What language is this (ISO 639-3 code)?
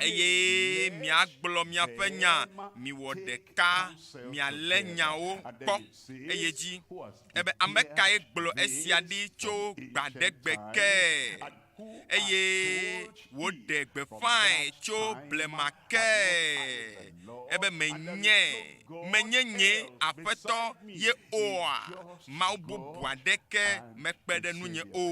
ewe